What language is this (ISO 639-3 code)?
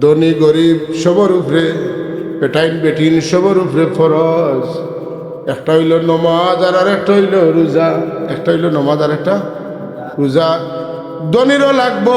syl